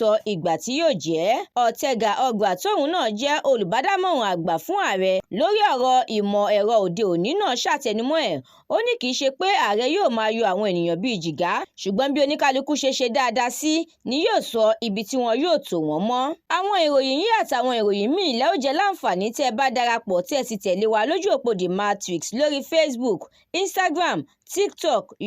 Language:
Yoruba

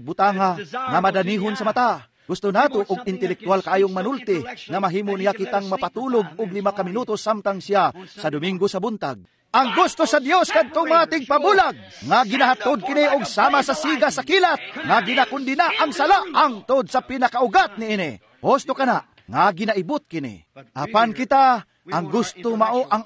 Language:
Cebuano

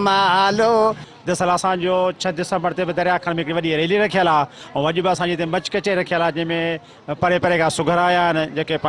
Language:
Sindhi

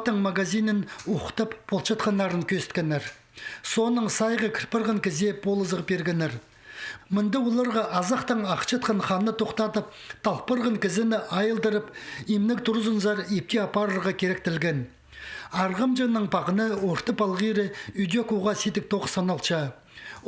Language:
Khakas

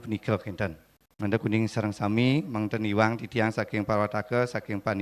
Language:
Balinese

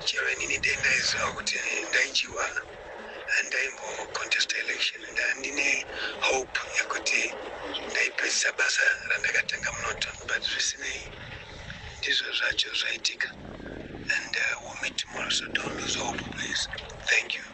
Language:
Shona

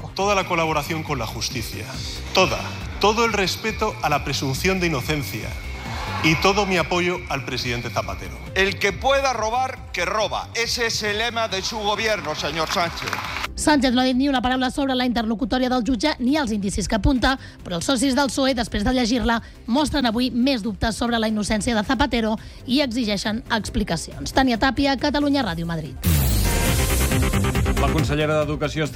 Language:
Catalan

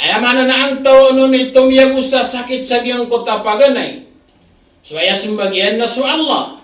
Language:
Maranao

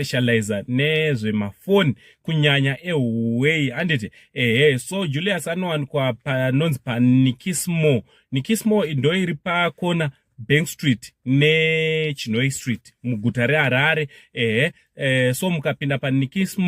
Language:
Shona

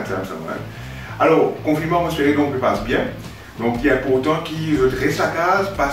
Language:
Morisyen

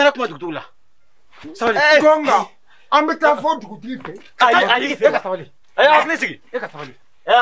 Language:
Bambara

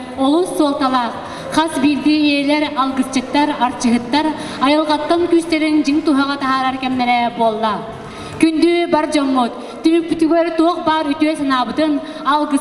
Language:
Yakut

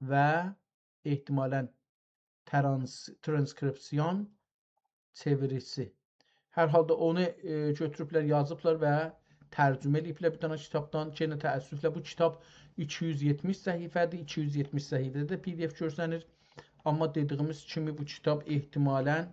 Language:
South Azerbaijani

